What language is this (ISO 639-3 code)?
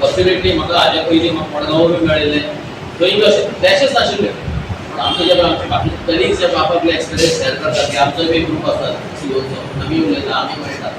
kok